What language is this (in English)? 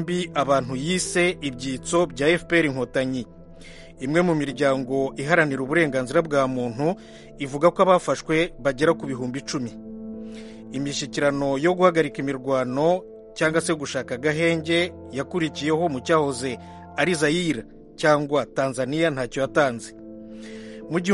Kinyarwanda